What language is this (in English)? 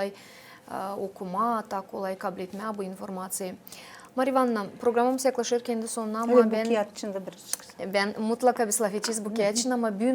Gagauz